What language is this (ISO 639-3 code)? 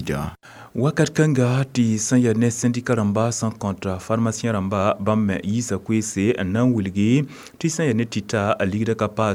mos